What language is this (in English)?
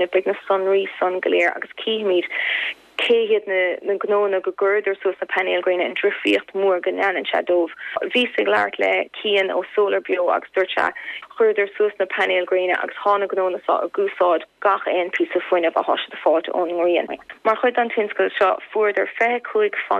Irish